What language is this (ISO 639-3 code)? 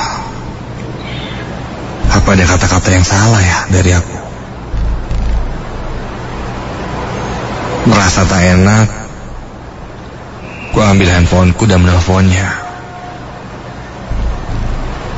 ind